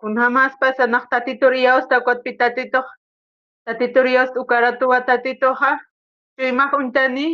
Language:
Aymara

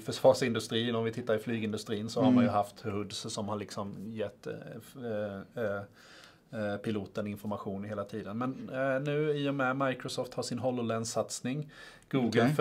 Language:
Swedish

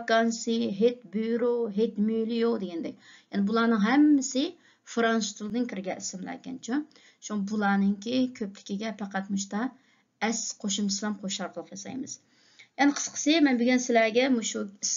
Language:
Uyghur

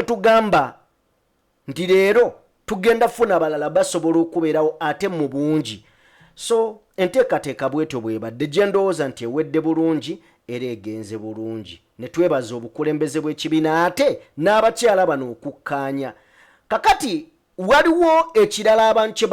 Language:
Ganda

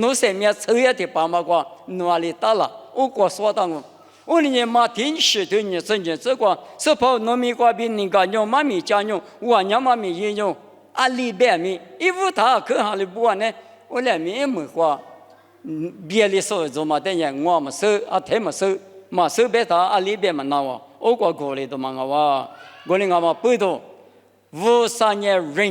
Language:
Lisu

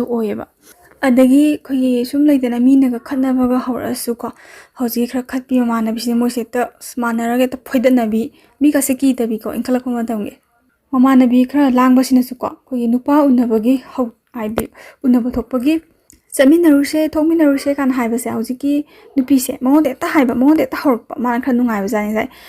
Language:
Manipuri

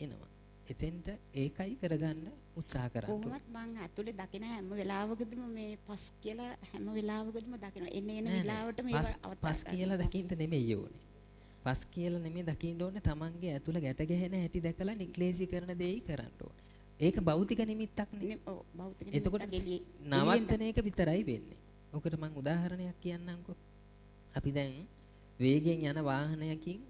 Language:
Sinhala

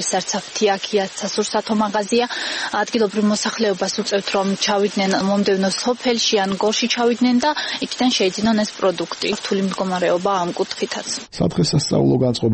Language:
Georgian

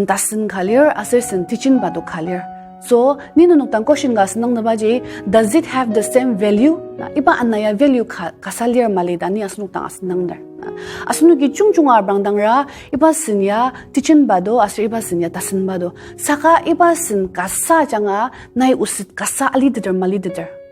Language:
Ao Naga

